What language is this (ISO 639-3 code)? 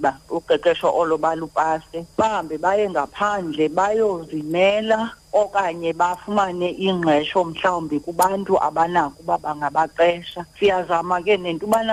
xho